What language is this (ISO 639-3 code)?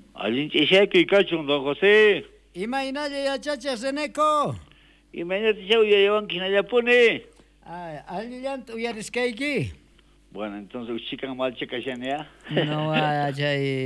quh